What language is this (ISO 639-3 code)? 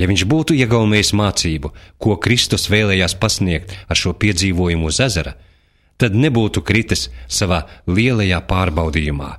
lav